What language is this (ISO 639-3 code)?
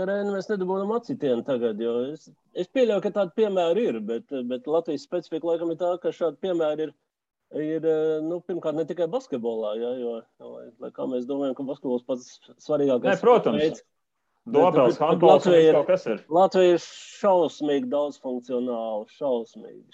lav